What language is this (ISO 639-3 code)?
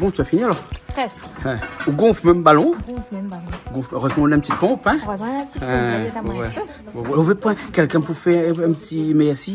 rcf